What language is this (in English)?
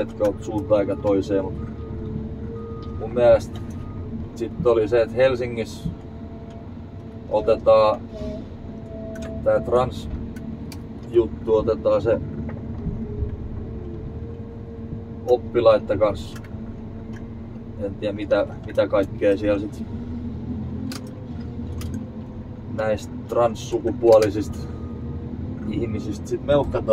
Finnish